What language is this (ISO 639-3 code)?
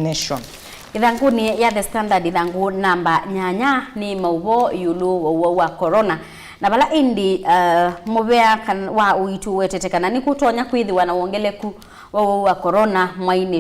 kam